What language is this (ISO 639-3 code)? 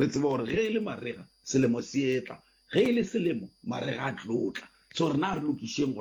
nso